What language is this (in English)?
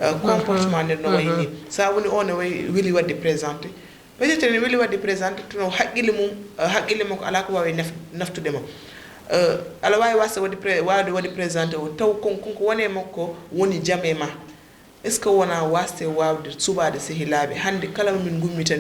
Fula